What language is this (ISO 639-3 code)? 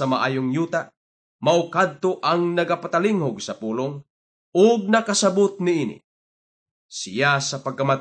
ceb